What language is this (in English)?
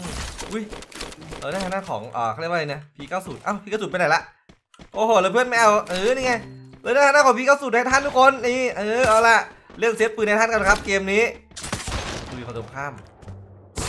Thai